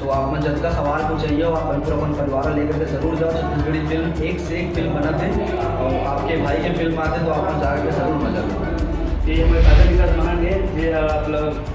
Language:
Chhattisgarhi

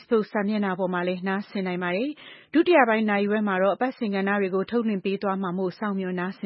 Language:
Burmese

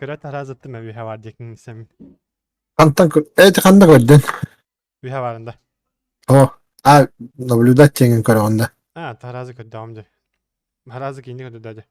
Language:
Yakut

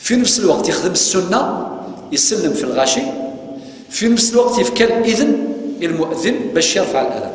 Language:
Kabyle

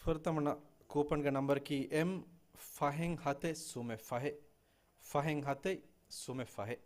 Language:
Divehi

